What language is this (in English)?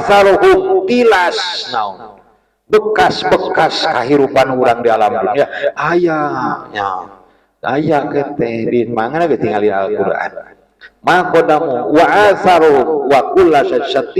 Sundanese